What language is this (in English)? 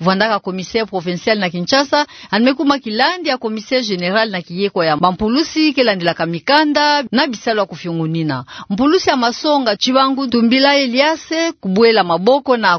Kituba (Democratic Republic of Congo)